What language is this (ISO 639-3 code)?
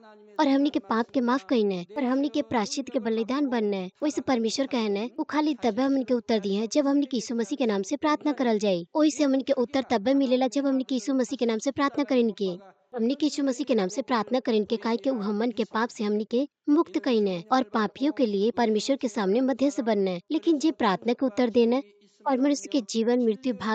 bho